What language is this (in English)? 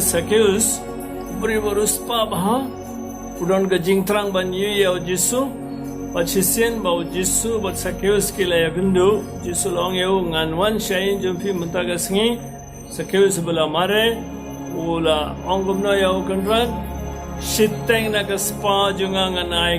Khasi